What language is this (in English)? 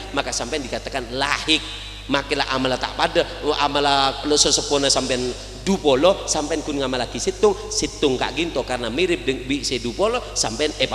Madurese